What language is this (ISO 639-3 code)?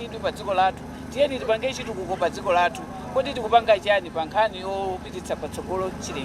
nya